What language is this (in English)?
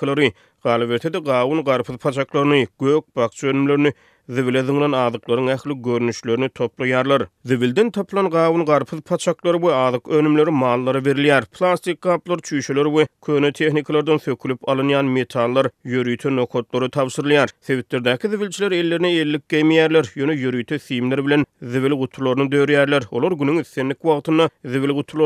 Turkmen